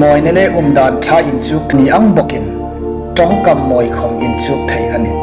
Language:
Hmar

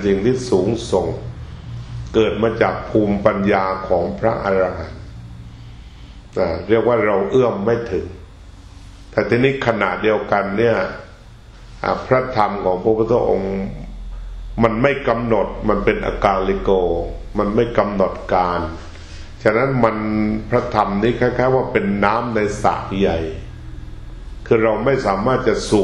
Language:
Thai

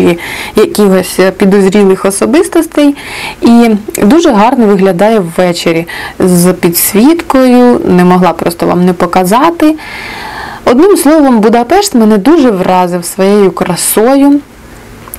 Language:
Ukrainian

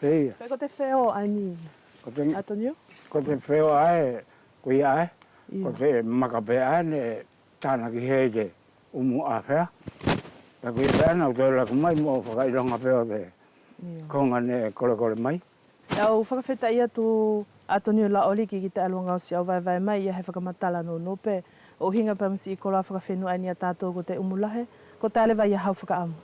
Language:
Wallisian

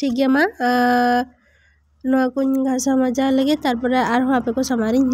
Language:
Santali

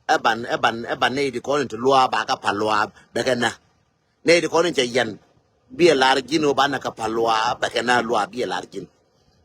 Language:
Nuer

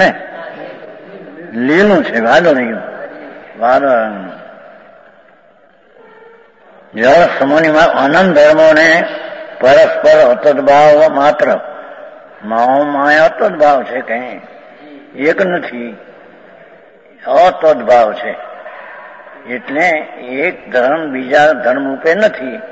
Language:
Gujarati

